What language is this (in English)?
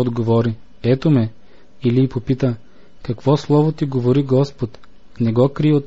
Bulgarian